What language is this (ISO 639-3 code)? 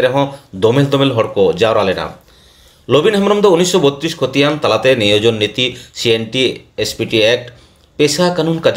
sat